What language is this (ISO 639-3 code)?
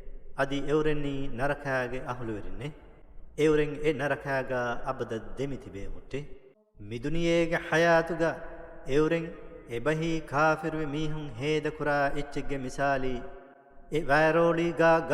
div